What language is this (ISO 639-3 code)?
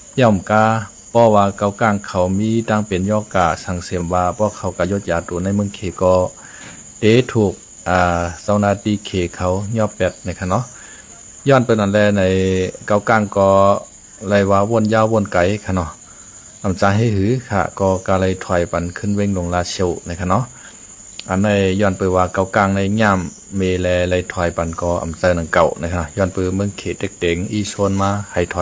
shn